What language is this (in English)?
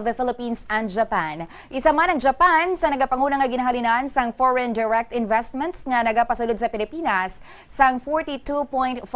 Hiligaynon